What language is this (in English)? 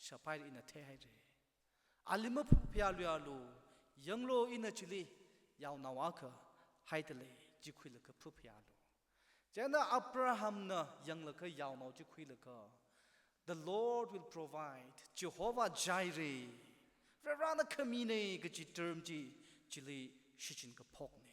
Tangkhul Naga (India)